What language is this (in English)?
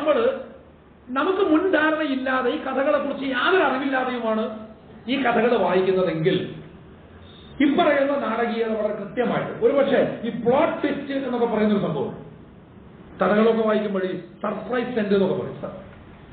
Malayalam